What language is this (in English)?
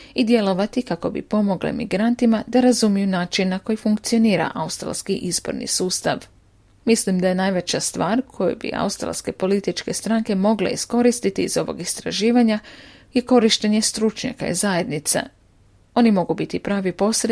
Croatian